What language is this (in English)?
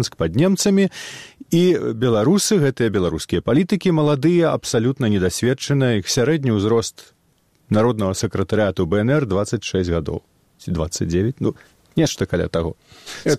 Belarusian